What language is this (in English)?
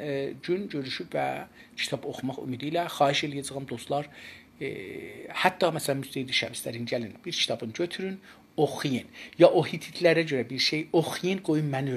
South Azerbaijani